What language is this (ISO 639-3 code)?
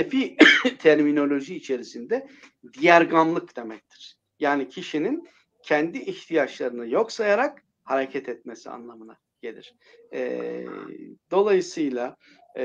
tur